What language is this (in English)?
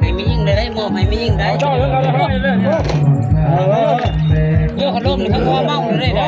Northeastern Thai